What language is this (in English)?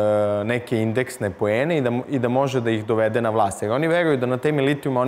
Serbian